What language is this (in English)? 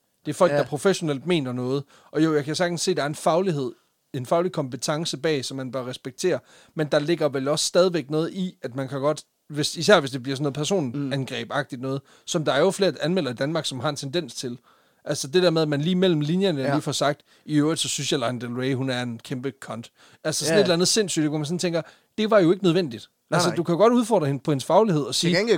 Danish